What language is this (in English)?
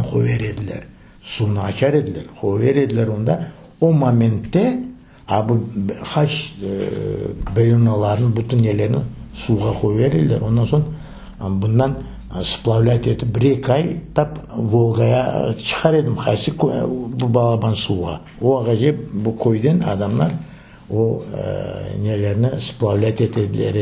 Crimean Tatar